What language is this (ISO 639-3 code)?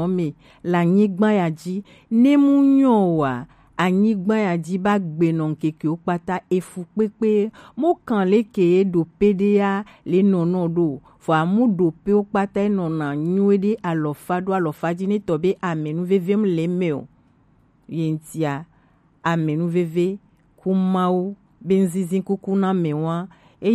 gej